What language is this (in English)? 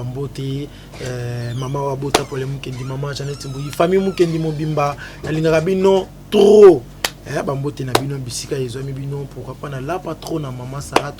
Lingala